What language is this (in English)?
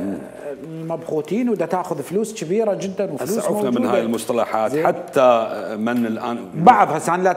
Mesopotamian Arabic